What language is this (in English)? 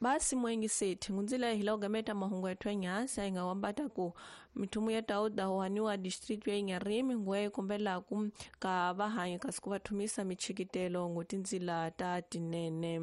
Tsonga